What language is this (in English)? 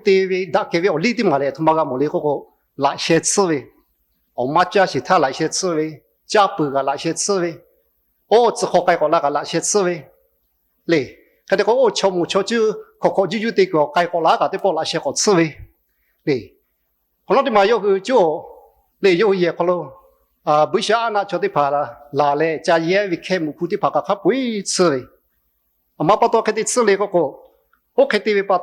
Lahu